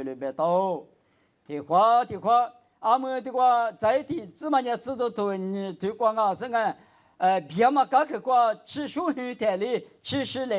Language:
Lisu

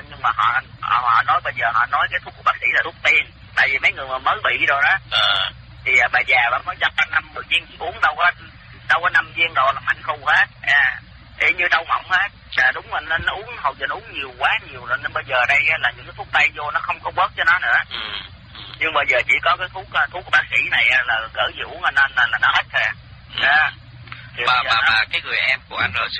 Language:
Vietnamese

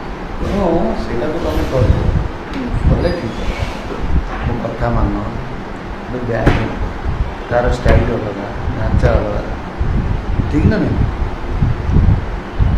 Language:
Odia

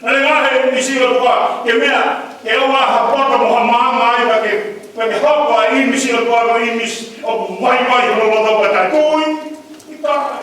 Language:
Tongan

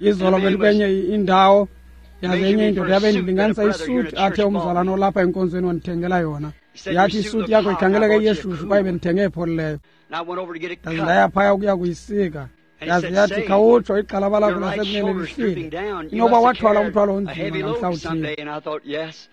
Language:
Xhosa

